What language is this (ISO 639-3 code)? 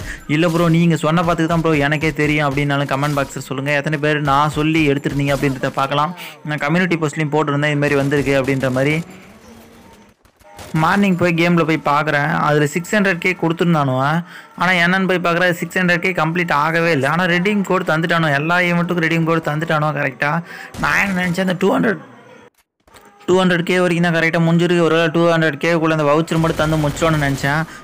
tam